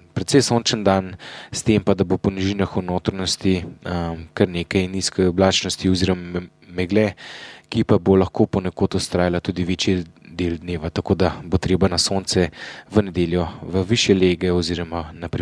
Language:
Slovenian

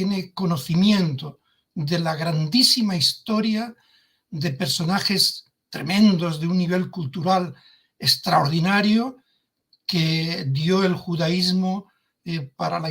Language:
Ladino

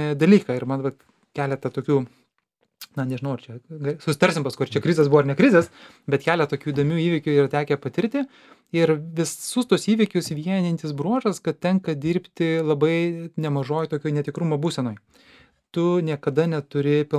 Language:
Lithuanian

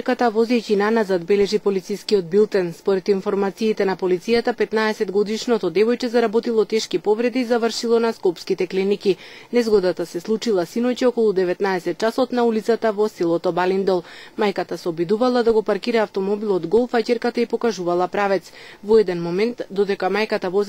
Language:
Macedonian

